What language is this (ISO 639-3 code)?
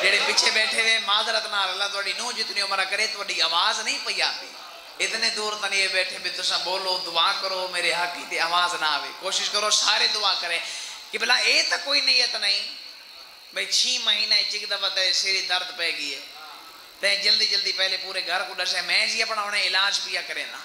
skr